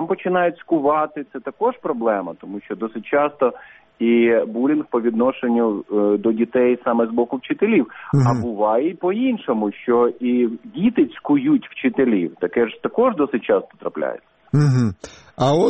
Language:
Ukrainian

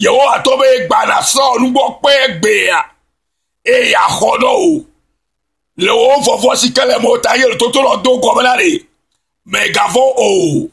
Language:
Ewe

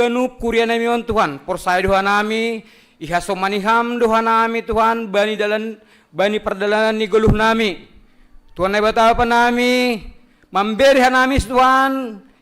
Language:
Batak Simalungun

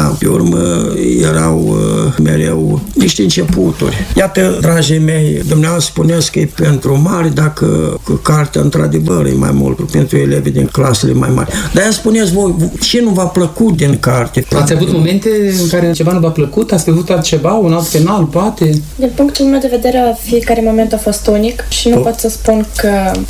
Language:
Romanian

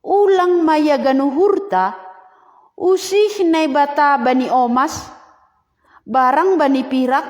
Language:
Batak Simalungun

